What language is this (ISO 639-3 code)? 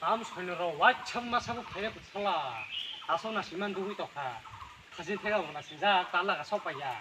trp